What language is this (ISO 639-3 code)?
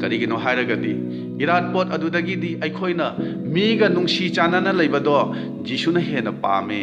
mni